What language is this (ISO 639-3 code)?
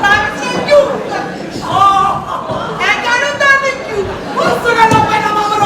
nap